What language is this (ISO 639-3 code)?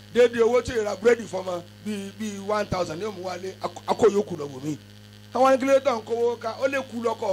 yor